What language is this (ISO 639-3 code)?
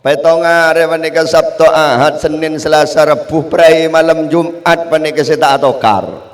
mad